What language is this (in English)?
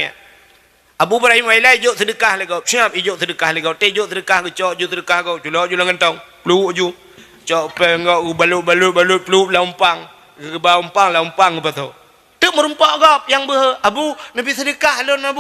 Achinese